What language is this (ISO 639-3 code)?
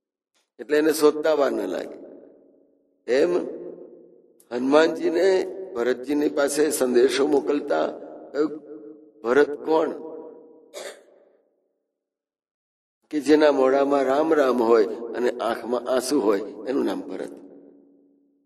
guj